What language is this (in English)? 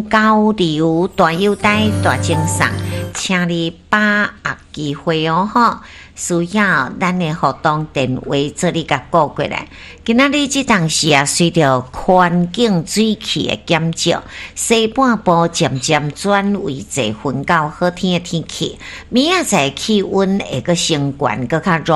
Min Nan Chinese